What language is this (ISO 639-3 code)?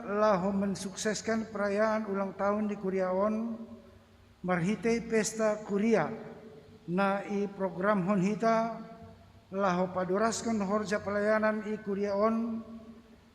bts